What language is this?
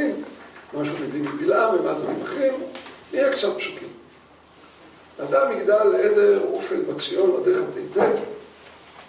Hebrew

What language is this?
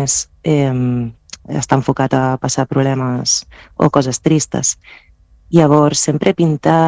Catalan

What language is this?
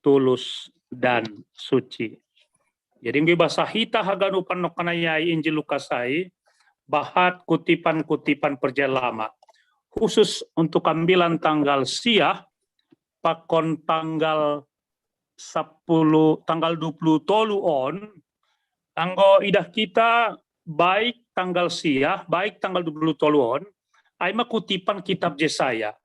Batak Simalungun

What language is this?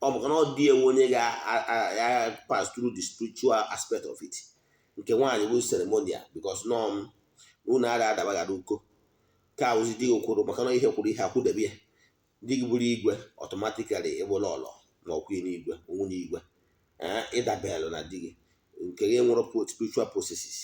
Igbo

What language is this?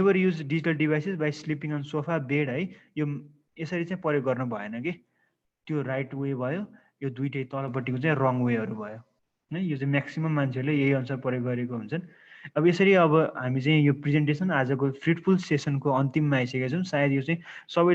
Nepali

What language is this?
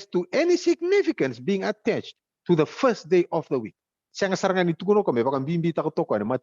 Fijian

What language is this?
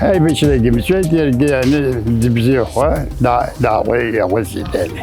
Abkhazian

